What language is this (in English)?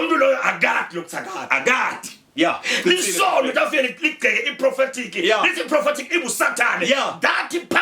Zulu